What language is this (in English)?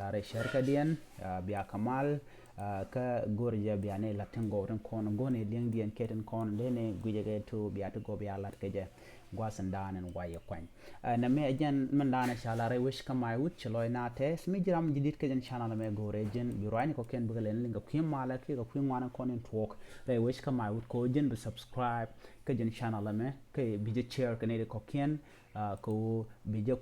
Nuer